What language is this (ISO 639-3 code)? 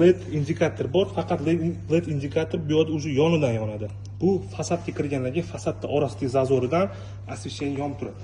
uzb